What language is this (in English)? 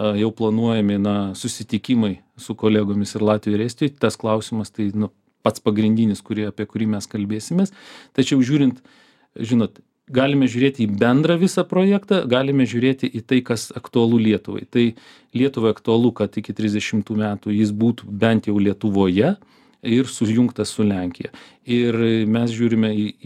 Lithuanian